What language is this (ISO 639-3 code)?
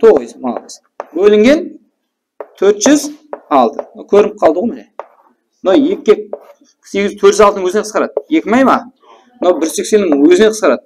kaa